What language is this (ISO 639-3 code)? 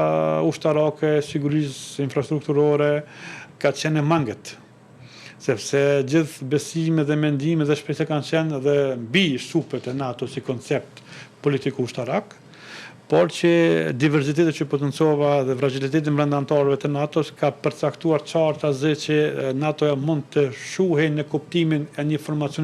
sqi